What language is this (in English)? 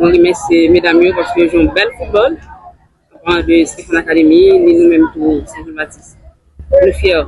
Haitian Creole